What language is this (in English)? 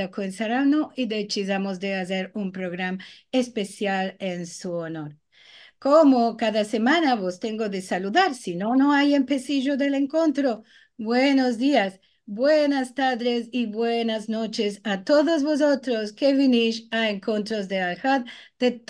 Ladino